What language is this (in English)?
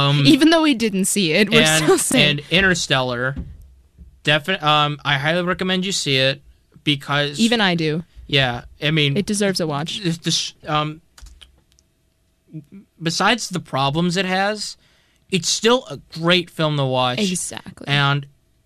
English